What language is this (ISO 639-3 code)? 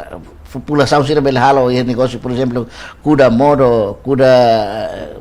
tet